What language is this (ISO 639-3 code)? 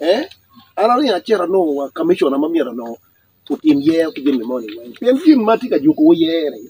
ach